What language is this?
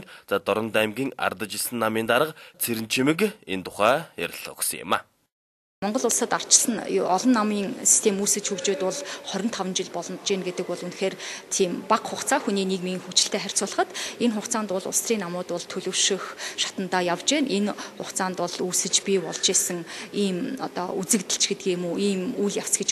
Mongolian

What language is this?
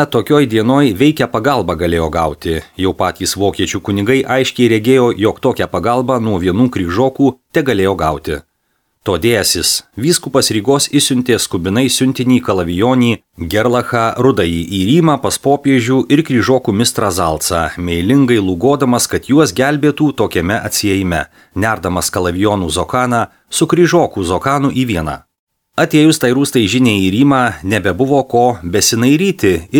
Lithuanian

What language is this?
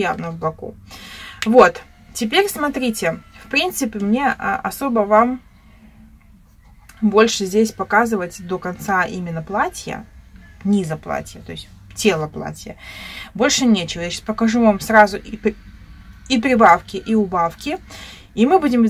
Russian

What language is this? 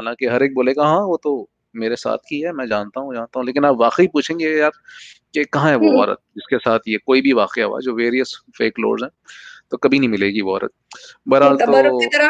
Urdu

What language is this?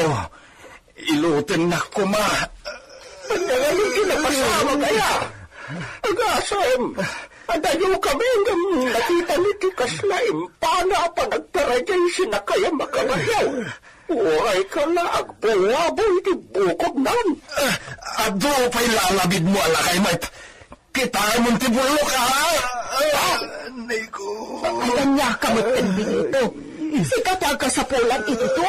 Iloko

